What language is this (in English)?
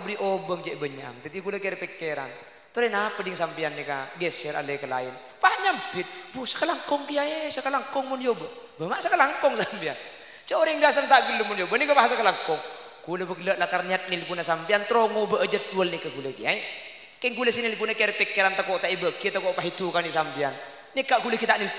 Madurese